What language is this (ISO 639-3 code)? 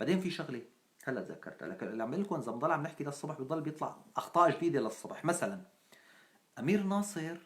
apc